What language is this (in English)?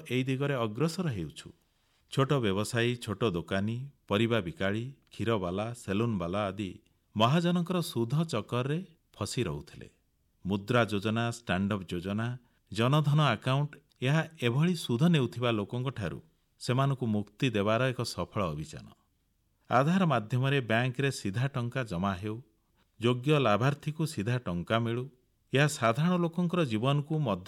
Odia